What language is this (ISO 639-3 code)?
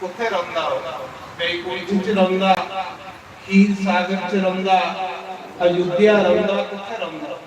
doi